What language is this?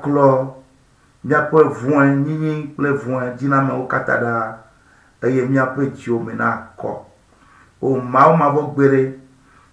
Ewe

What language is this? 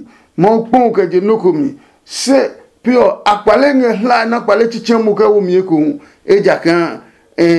Adangme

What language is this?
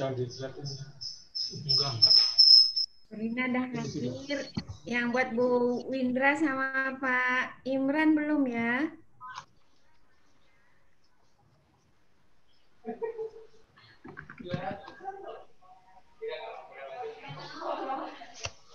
Indonesian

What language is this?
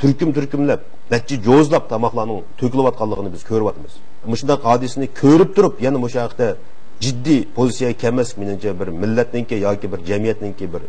Uyghur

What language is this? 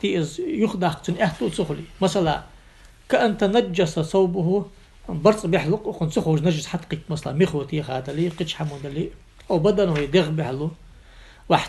Ingush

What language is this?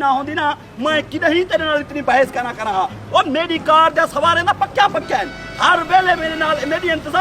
Saraiki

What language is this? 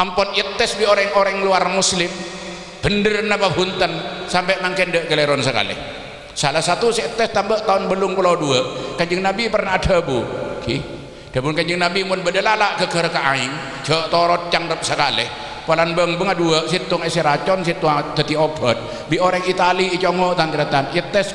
Madurese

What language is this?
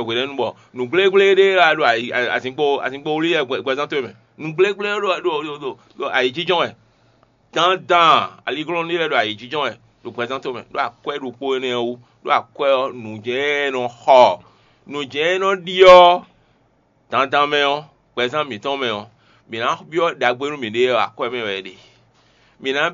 Fon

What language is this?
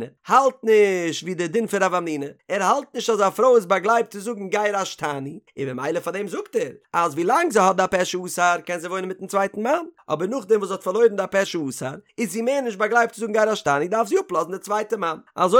Yiddish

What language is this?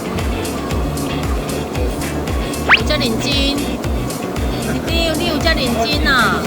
Min Nan Chinese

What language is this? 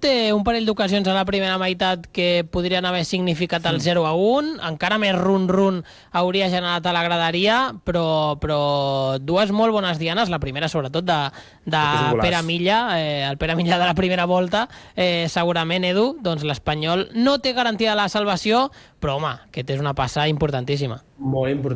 Catalan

